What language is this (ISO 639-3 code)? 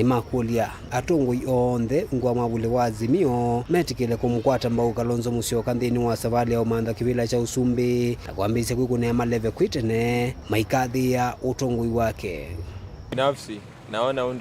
kam